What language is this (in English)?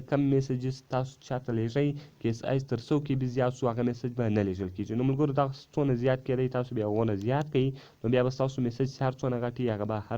Pashto